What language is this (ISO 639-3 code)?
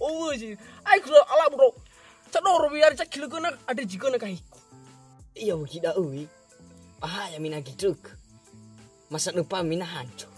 nia